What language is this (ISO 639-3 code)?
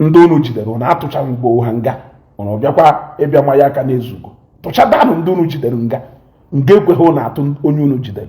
ibo